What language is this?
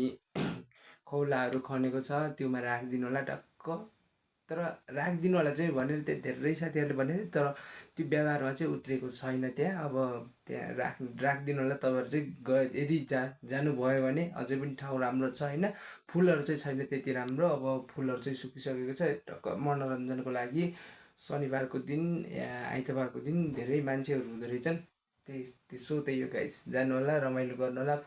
Nepali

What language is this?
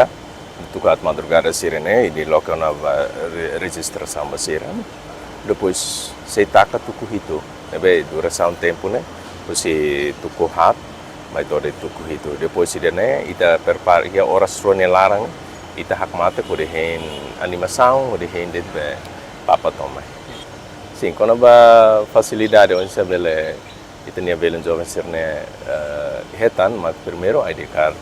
Tetum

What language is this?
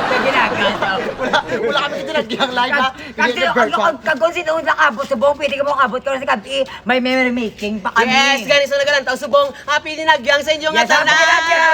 Hiligaynon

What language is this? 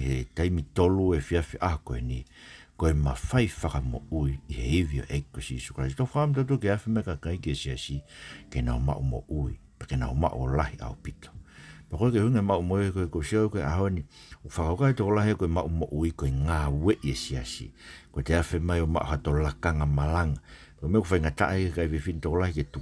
Tongan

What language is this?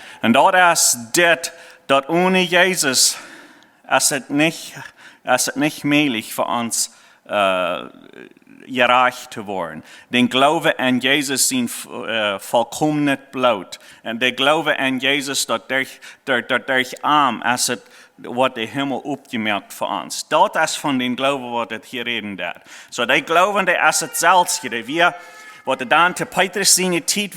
Plautdietsch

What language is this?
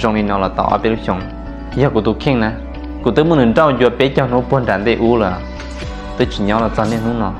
Hmong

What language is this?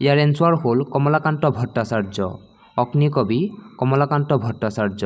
Assamese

